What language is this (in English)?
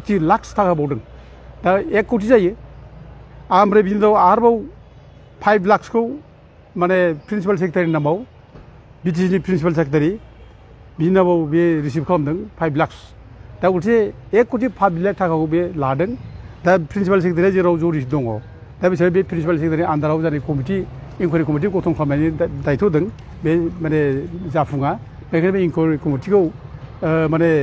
Bodo